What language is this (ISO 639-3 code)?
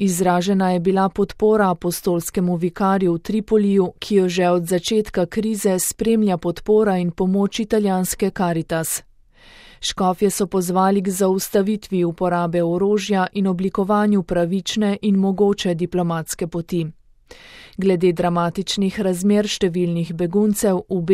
slv